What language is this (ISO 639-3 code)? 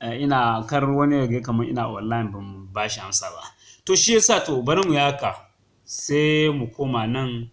hau